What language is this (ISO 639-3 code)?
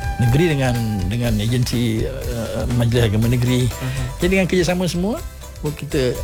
msa